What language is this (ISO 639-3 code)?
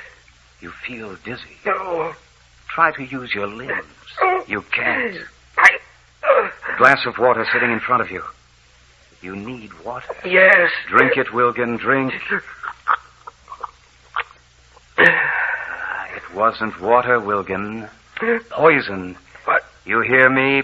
eng